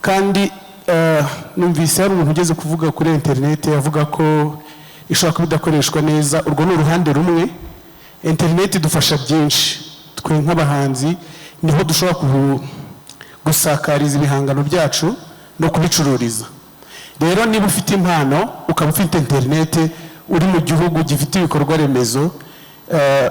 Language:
Kinyarwanda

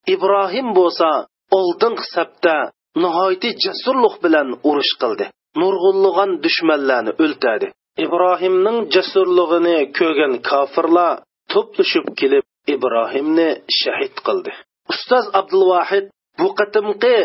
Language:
Uyghur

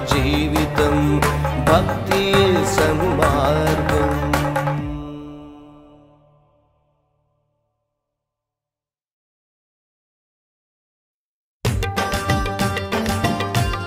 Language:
Telugu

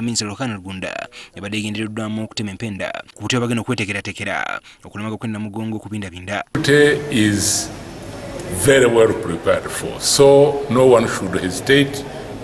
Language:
Ganda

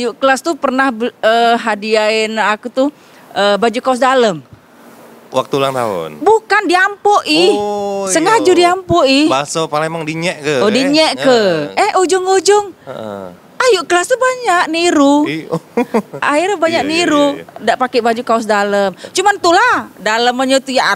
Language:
Musi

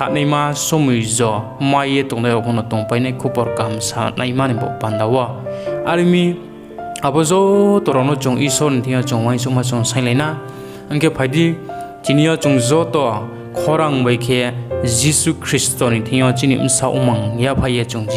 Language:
Riang (India)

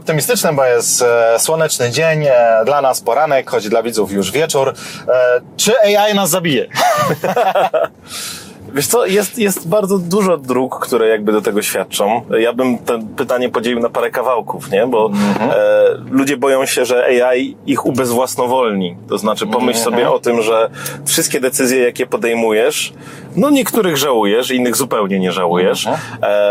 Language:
Polish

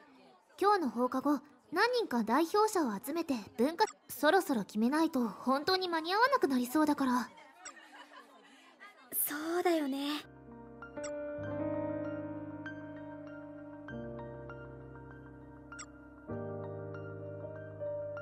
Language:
Japanese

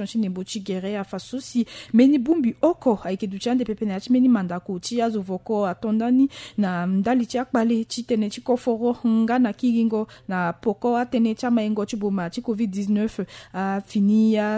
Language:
Sango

